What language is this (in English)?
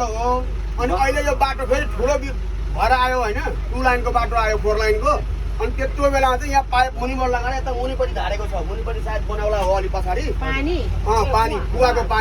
Nepali